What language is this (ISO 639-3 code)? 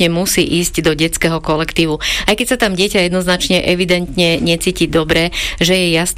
slk